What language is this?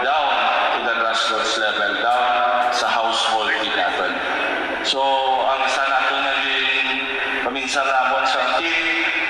Hiligaynon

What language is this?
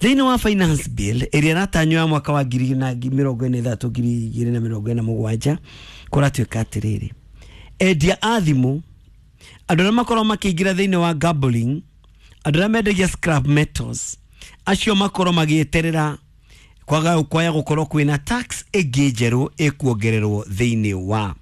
Kikuyu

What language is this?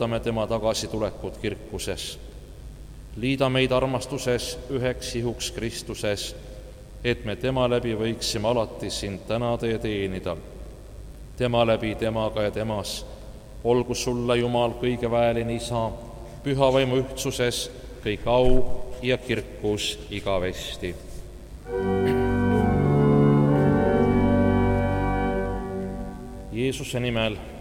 Estonian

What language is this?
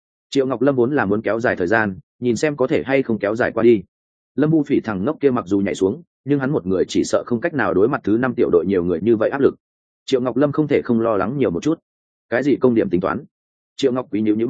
Vietnamese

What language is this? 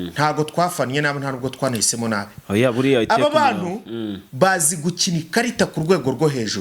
Kinyarwanda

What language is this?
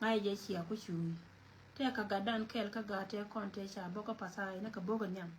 Nuer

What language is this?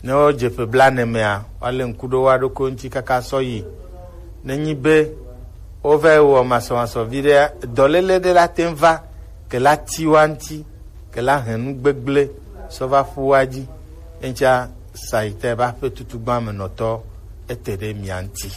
Gen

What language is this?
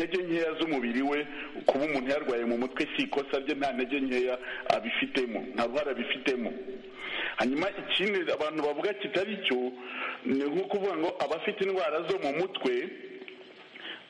Kinyarwanda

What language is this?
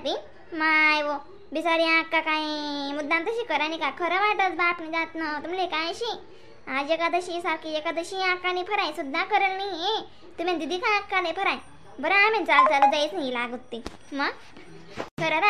Khandesi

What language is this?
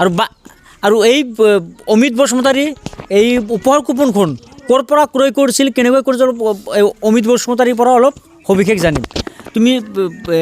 Assamese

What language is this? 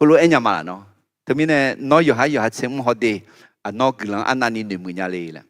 Akha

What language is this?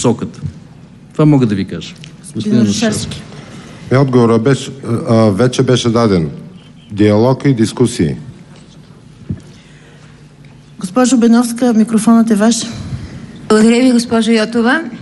Bulgarian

